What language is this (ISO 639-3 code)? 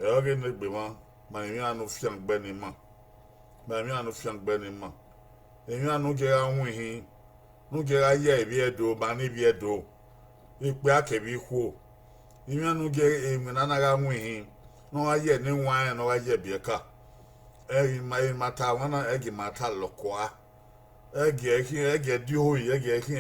bin